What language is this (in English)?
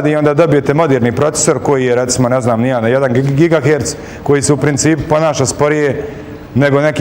Bosnian